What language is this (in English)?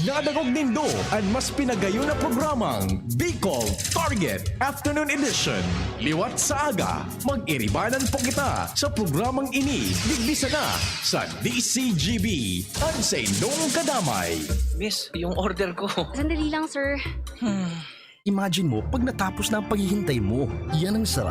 Bikol